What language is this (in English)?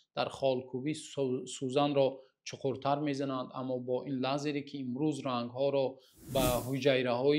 Tajik